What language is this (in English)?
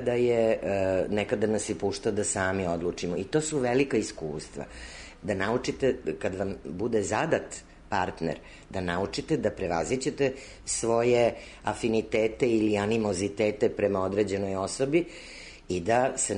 Serbian